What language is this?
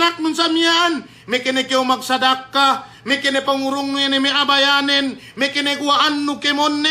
Yakan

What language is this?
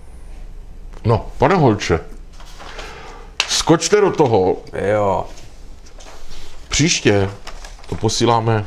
Czech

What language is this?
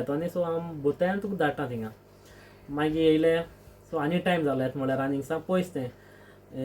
Konkani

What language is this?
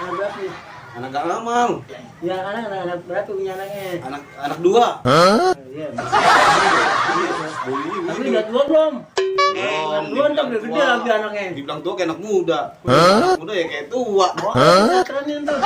Betawi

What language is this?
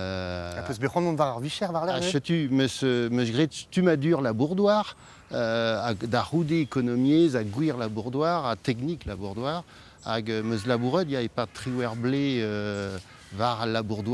Breton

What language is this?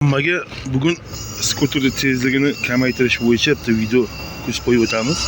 Uzbek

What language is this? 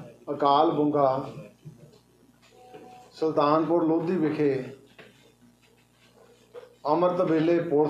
Punjabi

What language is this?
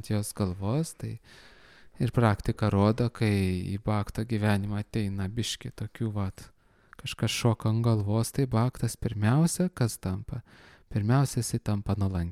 Lithuanian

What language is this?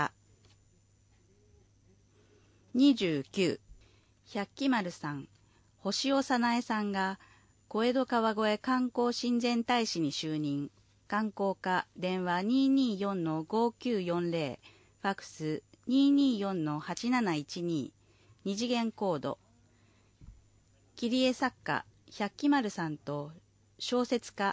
Japanese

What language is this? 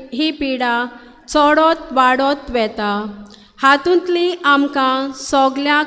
Konkani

